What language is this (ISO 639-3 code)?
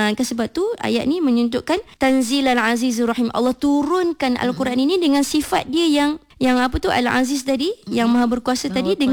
msa